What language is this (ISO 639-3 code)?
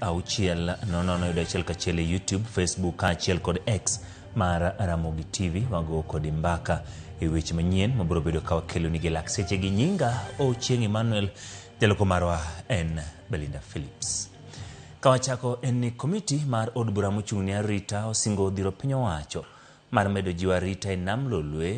luo